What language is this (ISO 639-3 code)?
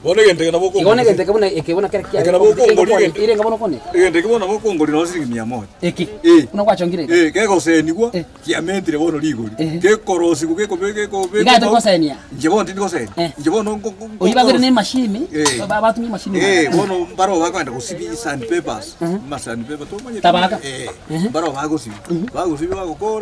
guz